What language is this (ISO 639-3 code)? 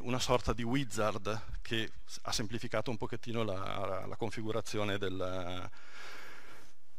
ita